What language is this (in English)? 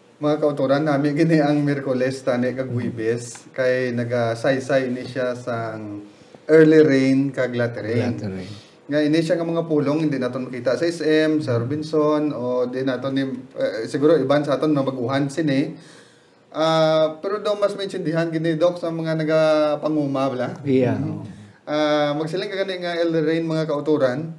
Hiligaynon